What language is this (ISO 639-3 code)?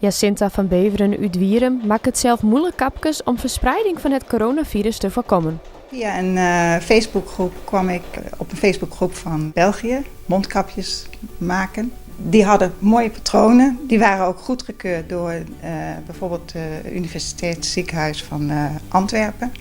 fry